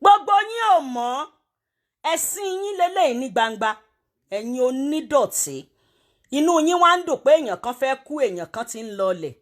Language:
Yoruba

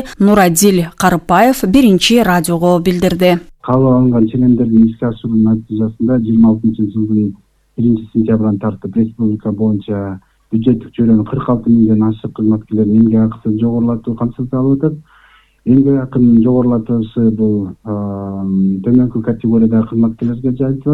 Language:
Kyrgyz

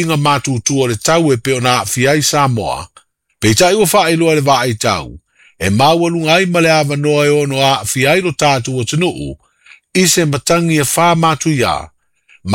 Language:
Samoan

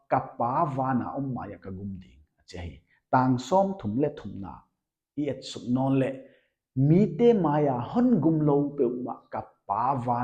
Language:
Paite Chin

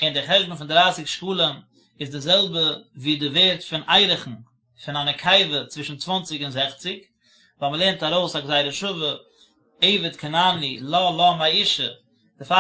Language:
Yiddish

